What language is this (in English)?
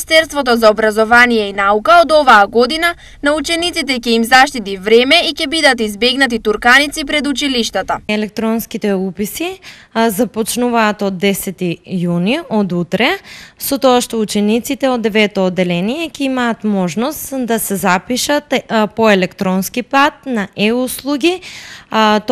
Macedonian